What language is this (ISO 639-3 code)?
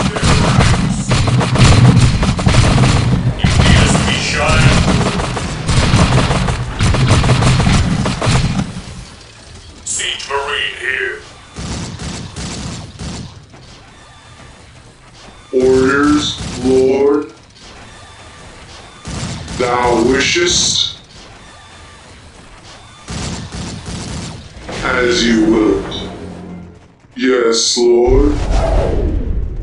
eng